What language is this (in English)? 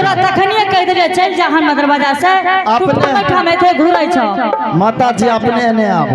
Angika